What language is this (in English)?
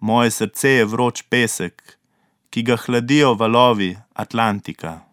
Slovenian